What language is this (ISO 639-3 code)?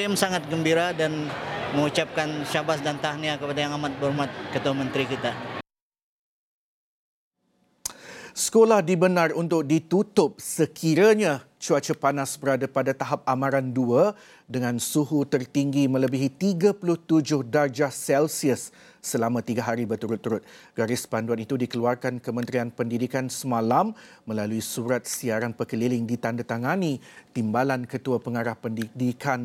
msa